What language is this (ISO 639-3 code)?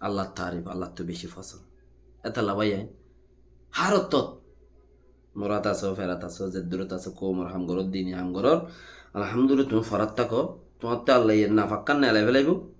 rhg